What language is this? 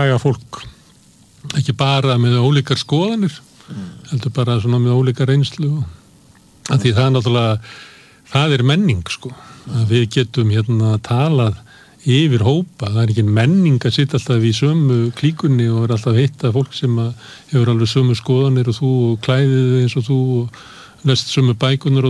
Icelandic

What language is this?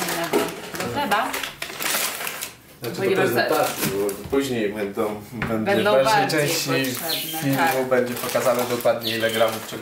Polish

